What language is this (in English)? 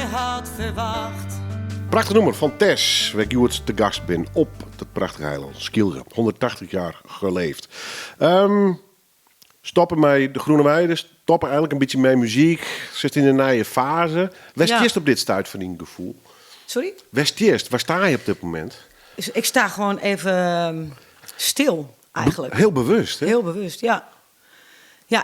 Western Frisian